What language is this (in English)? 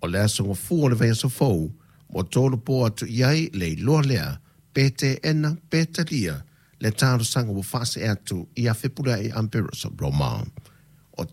Samoan